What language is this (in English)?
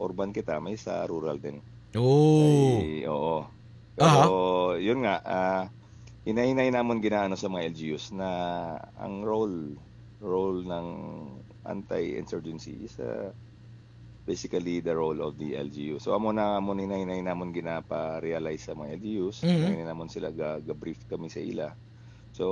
Hiligaynon